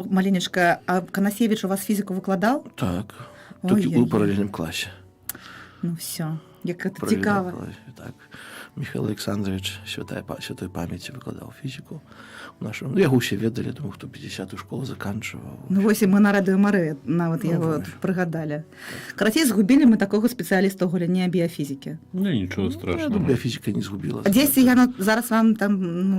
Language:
Belarusian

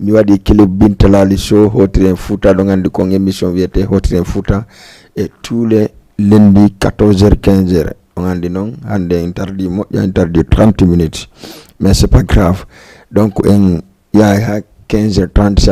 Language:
Fula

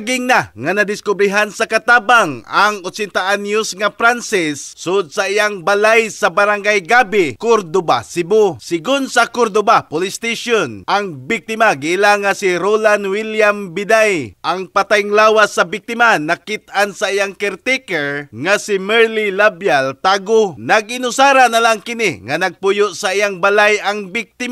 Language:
Cebuano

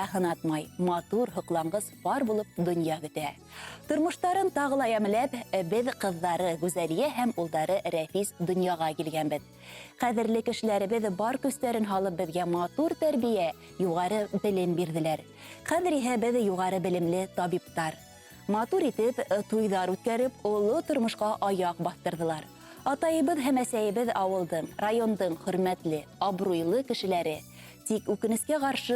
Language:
Bashkir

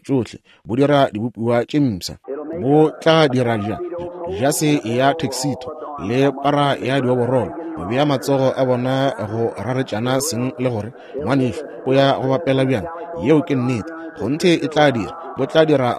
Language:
Northern Sotho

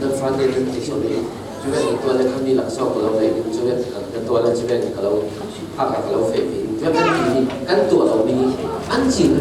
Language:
Falam Chin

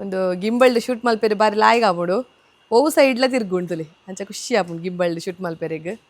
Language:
Tulu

